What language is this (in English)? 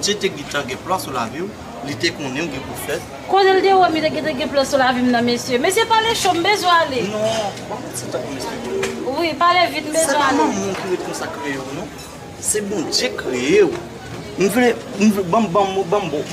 Haitian Creole